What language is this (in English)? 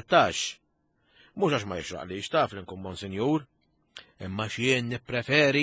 Maltese